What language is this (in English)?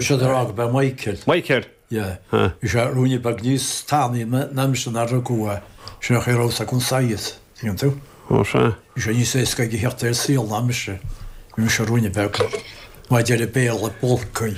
Irish